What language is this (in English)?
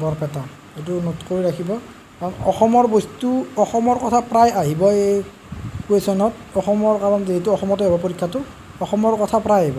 Assamese